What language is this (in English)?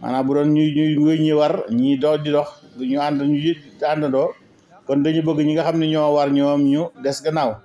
Wolof